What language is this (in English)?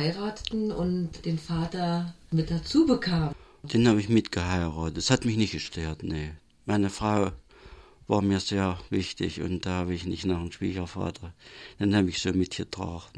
German